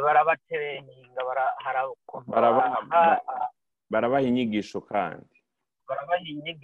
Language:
Rundi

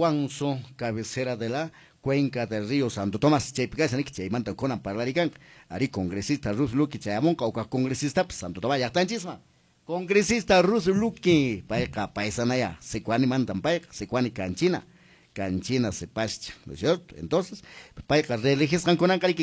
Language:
Quechua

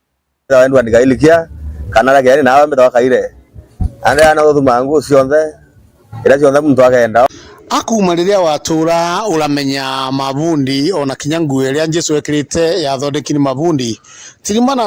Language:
Meru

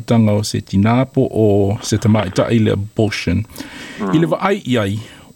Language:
Samoan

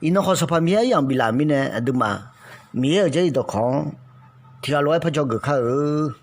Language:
Akha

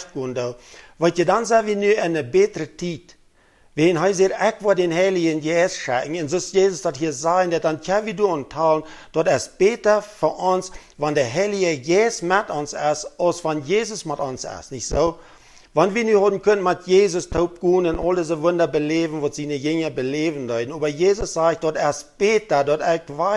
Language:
Plautdietsch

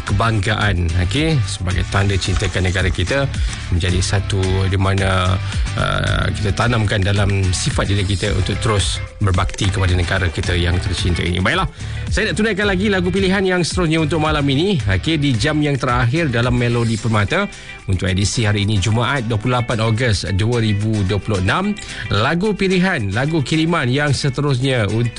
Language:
Malay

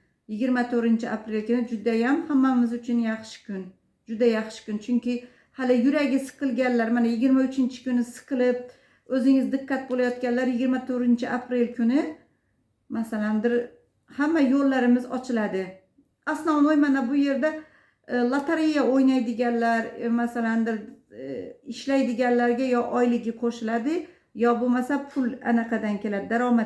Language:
Uzbek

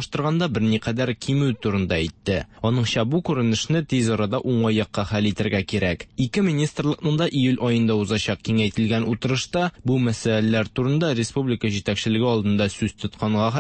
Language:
Tatar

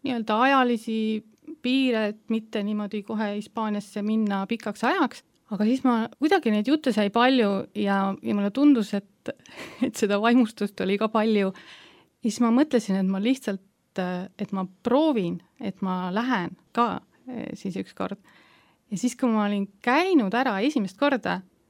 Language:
Estonian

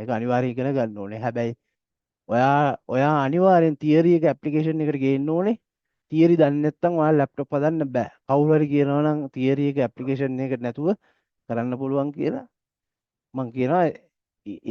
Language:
Sinhala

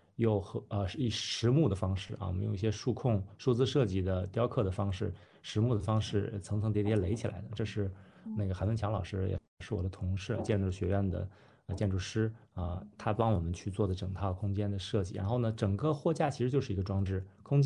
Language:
Chinese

